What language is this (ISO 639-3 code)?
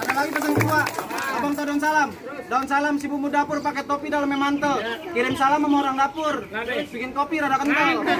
bew